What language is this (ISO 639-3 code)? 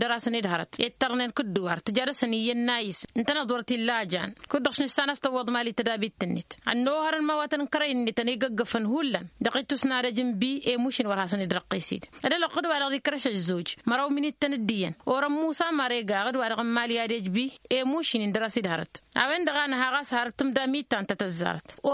taq